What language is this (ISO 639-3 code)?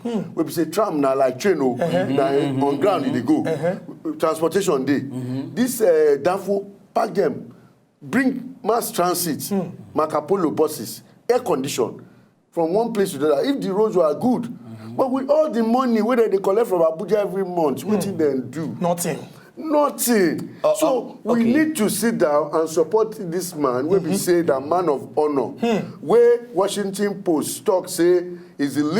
pcm